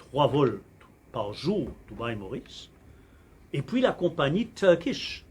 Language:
Morisyen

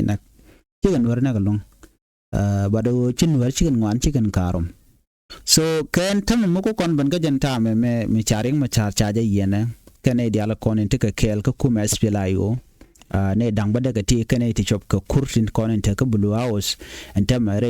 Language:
Nuer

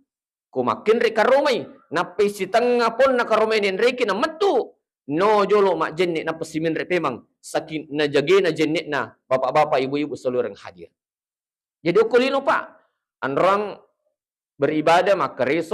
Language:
Buginese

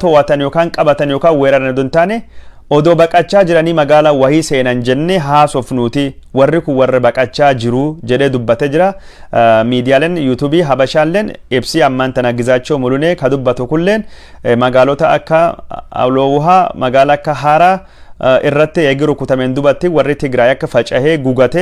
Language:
Oromo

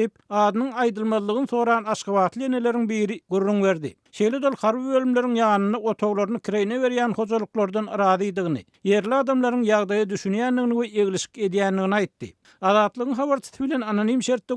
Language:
Turkmen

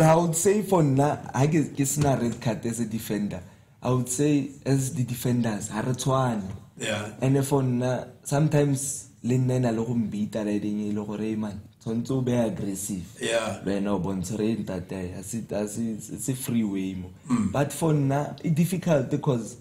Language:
Tswana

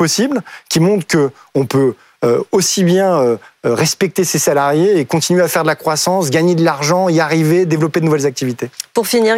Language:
French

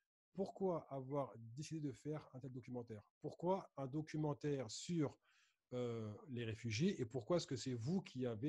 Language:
French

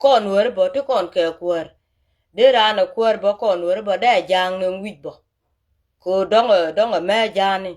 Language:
Nuer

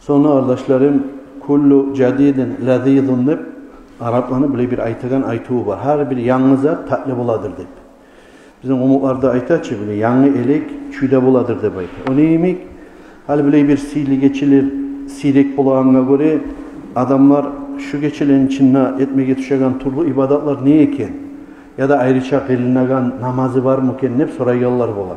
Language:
Kumyk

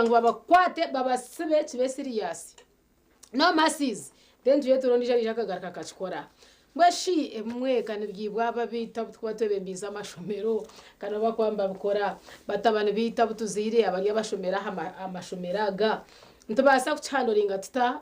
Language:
Nyankole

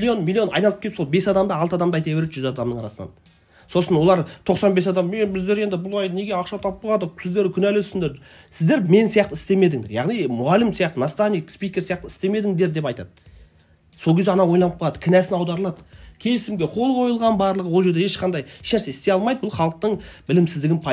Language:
Kazakh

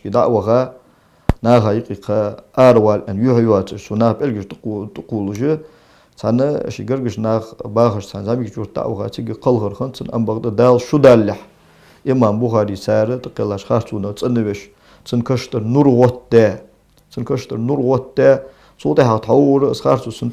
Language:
Ingush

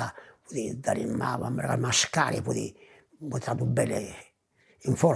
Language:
Sardinian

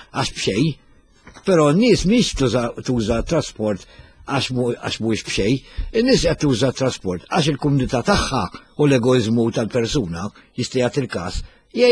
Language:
Maltese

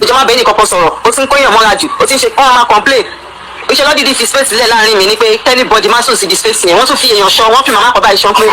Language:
Yoruba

